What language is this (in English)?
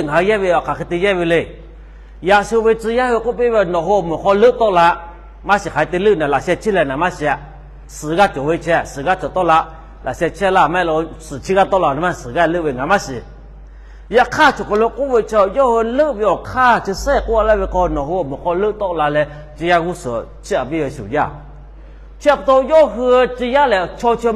Lahu